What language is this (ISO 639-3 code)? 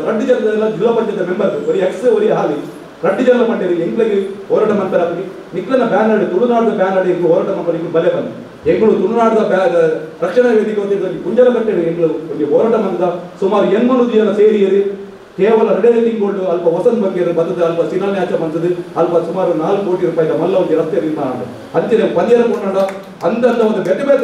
tcy